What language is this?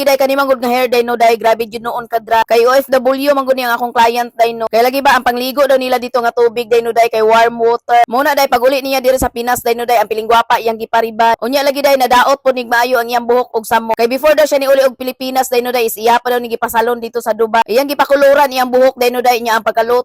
Cebuano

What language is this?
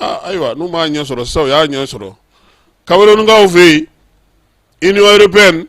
Bambara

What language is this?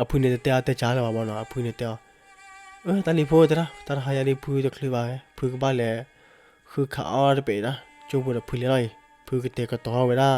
S'gaw Karen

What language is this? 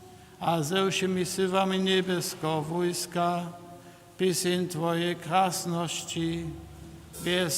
Upper Sorbian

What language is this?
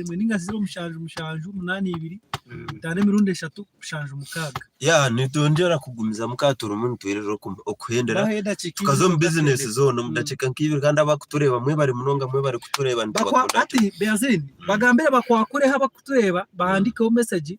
Nyankole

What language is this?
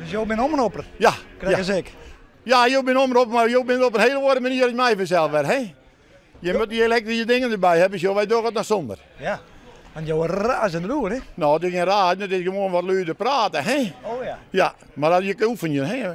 Western Frisian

